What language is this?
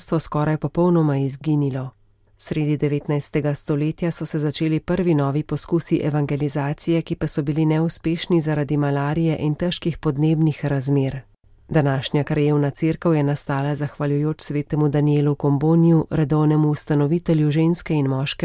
Slovenian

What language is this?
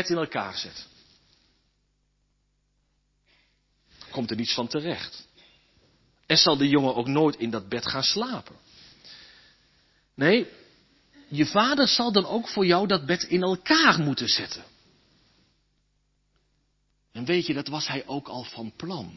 Dutch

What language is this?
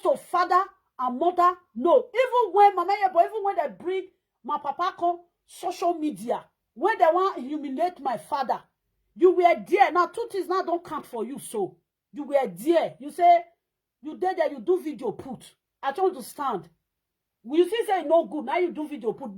Nigerian Pidgin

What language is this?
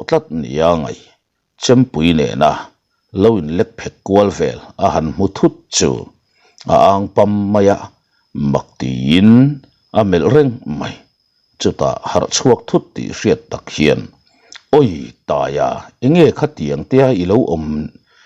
Mizo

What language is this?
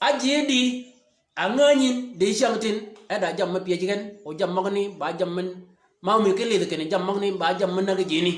Shilluk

